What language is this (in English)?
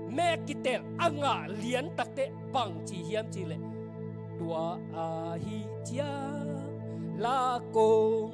Tedim Chin